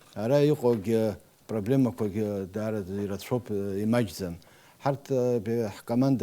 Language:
Abkhazian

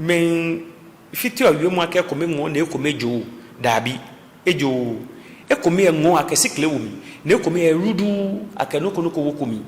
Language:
Ga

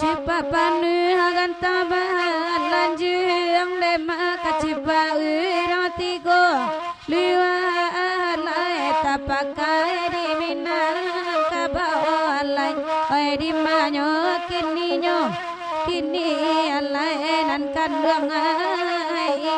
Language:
Minangkabau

